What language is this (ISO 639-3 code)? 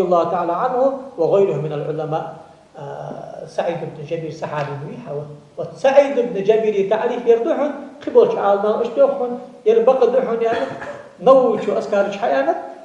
inh